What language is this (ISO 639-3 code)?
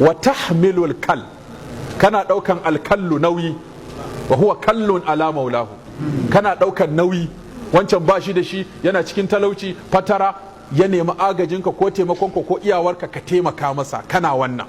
hau